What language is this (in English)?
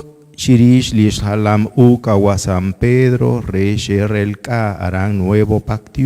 Kekchí